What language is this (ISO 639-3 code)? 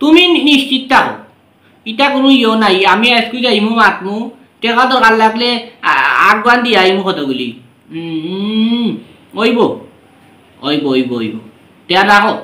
syl